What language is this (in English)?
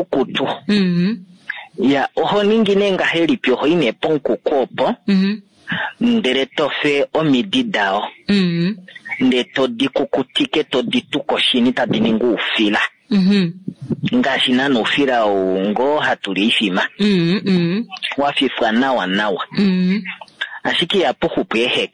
Kuanyama